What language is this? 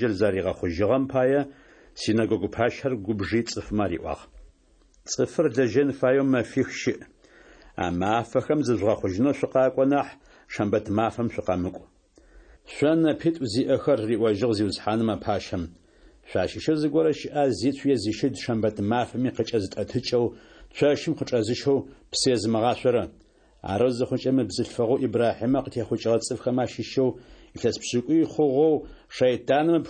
Adyghe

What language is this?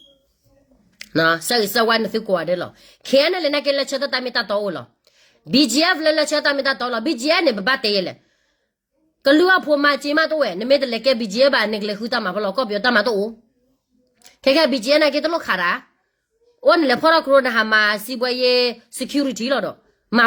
S'gaw Karen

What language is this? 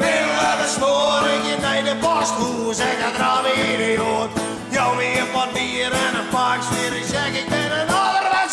Western Frisian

